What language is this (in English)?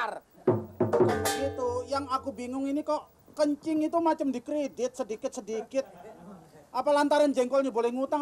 Betawi